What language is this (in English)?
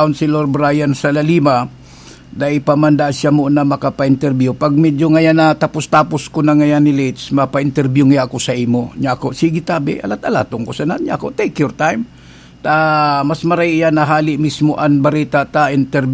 Bikol